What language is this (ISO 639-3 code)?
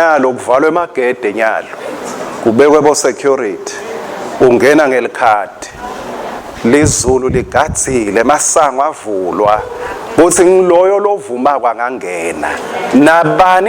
ssw